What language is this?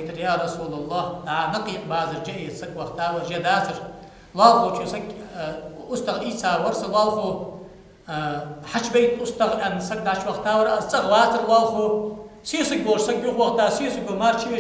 Ingush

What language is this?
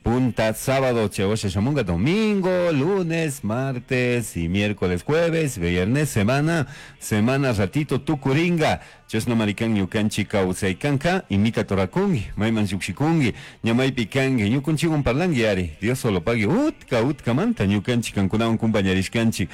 Chimborazo Highland Quichua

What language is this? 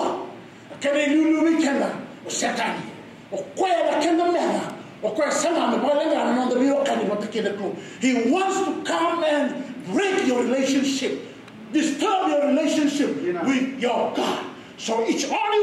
Fijian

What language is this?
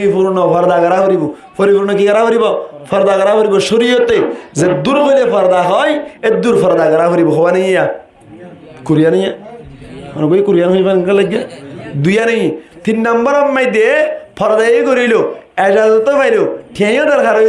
Rohingya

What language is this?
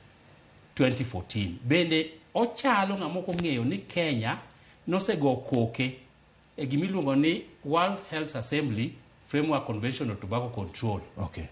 Luo (Kenya and Tanzania)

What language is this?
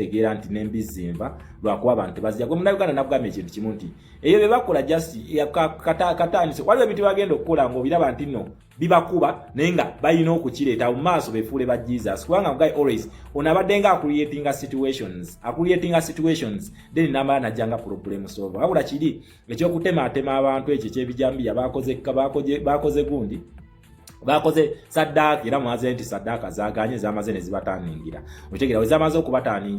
Ganda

